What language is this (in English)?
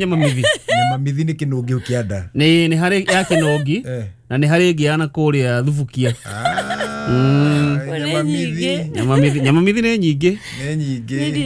Kikuyu